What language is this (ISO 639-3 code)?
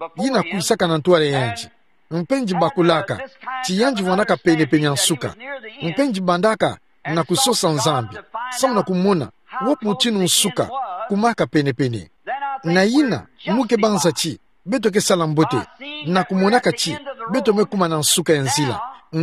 ktu